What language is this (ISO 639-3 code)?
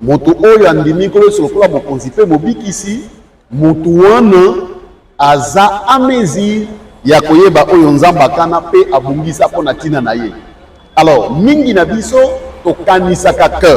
lin